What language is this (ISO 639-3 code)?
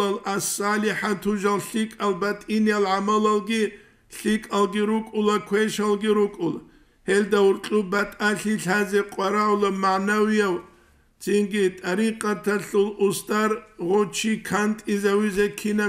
ava